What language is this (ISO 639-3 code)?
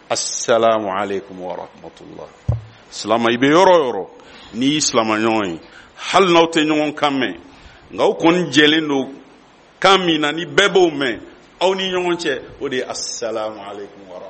bam